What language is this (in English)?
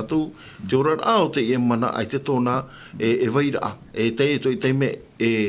Tahitian